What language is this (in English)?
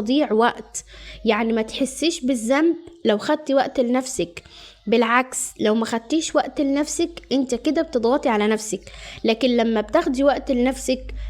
Egyptian Arabic